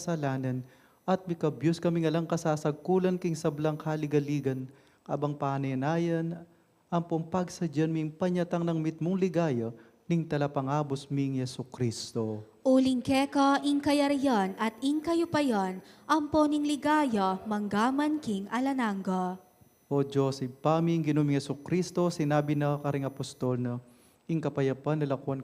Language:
Pampanga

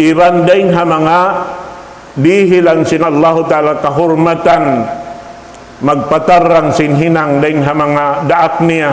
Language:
Tausug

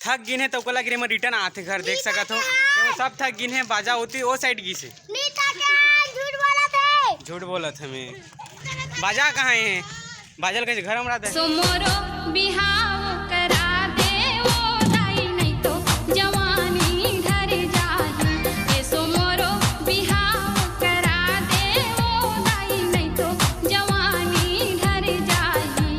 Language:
Chhattisgarhi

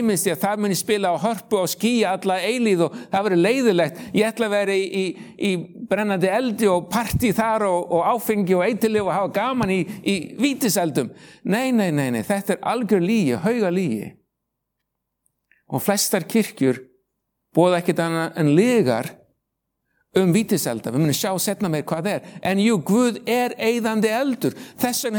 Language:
Icelandic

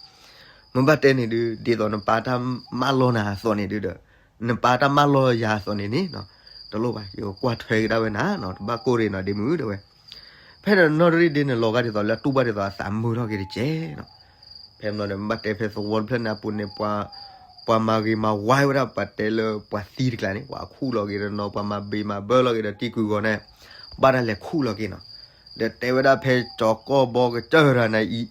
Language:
S'gaw Karen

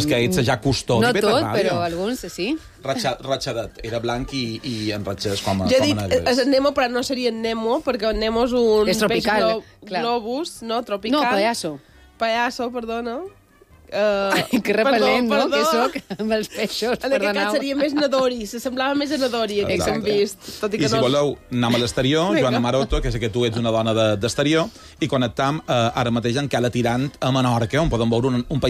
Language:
Catalan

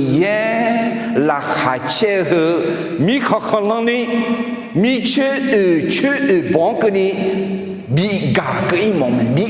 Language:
Akha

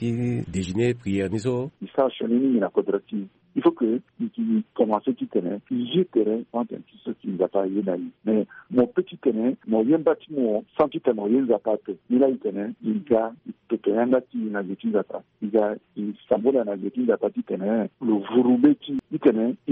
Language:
Sango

